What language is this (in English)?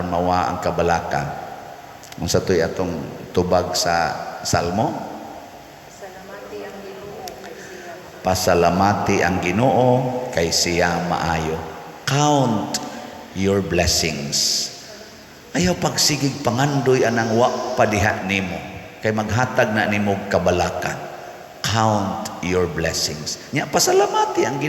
Cebuano